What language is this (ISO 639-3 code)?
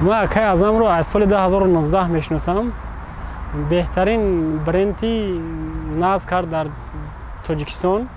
tgk